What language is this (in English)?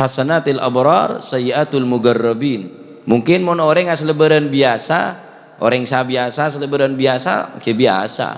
Madurese